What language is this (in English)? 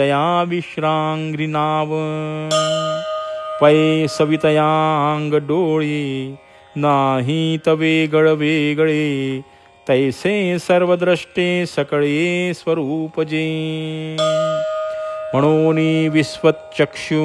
Marathi